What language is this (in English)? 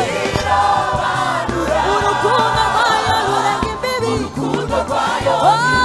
Kinyarwanda